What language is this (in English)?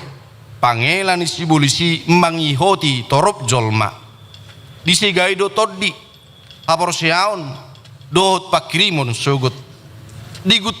Batak Toba